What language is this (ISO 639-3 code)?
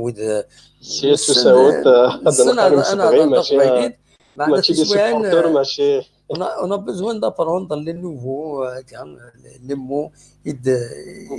kab